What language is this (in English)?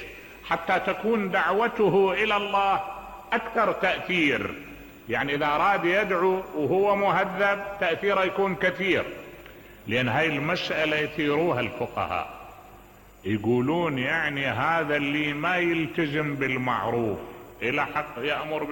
Mesopotamian Arabic